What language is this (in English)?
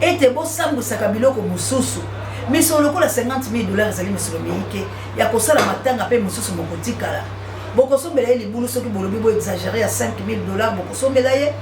Lingala